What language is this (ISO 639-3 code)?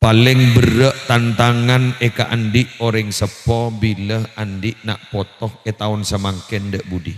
mad